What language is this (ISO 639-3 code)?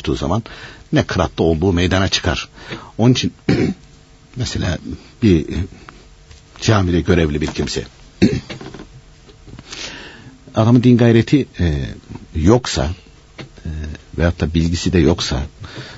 tur